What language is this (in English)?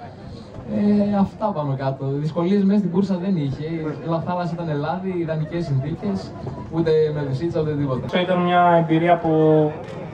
Greek